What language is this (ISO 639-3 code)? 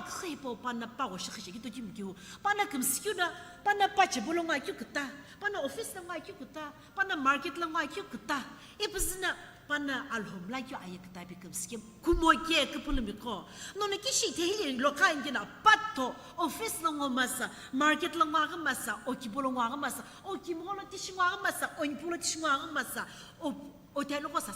nsm